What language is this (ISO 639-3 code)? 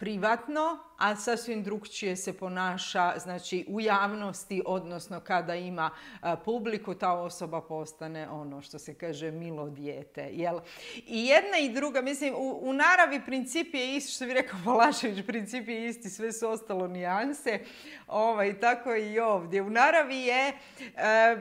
hrv